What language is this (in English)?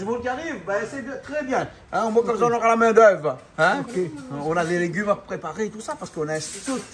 Réunion Creole French